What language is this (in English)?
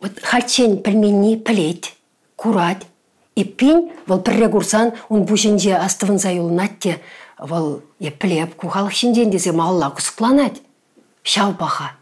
Chuvash